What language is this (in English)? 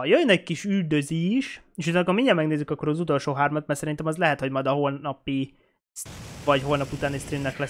Hungarian